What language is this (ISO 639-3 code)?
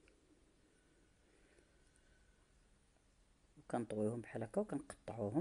ary